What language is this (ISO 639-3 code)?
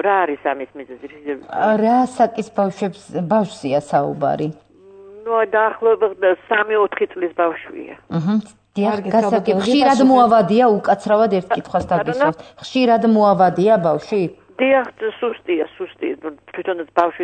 kat